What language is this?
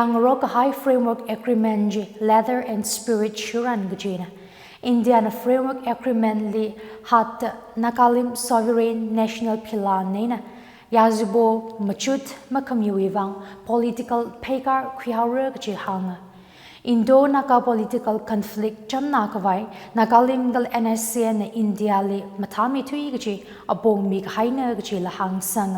Tangkhul Naga (India)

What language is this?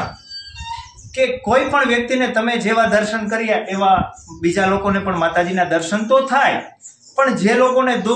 Gujarati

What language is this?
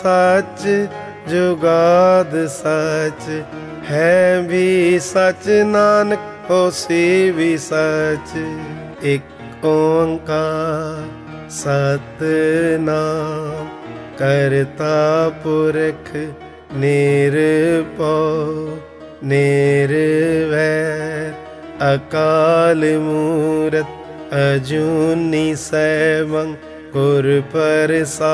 Punjabi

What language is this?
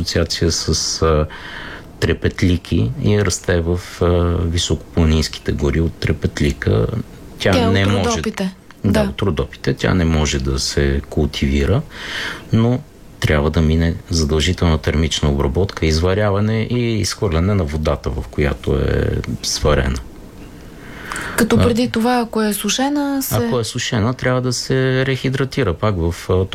Bulgarian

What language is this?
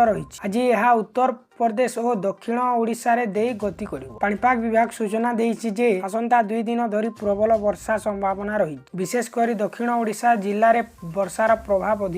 Odia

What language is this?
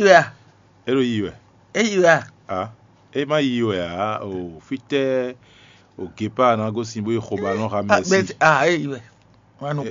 Fon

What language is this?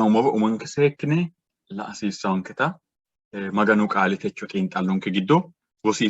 Sidamo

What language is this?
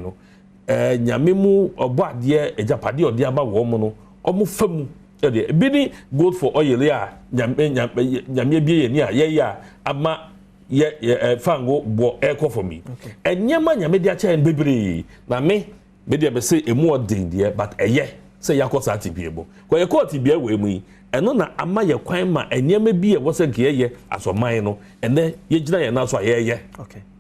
Akan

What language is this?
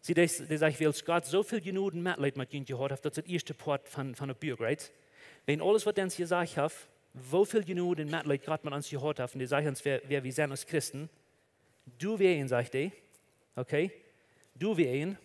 Plautdietsch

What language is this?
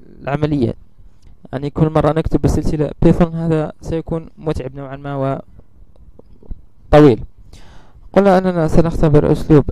Arabic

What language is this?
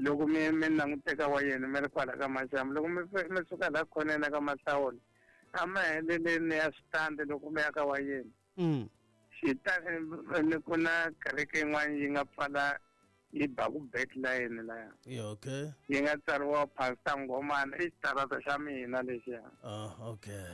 Tsonga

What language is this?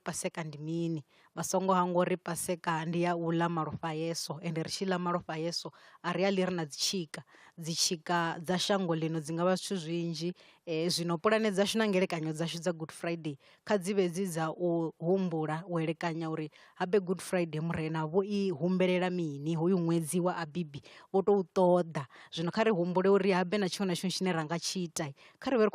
Venda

